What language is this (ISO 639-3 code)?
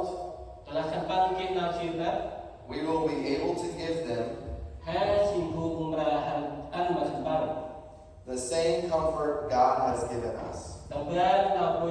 cmo